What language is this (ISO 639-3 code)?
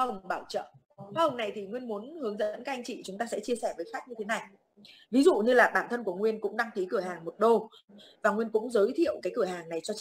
vie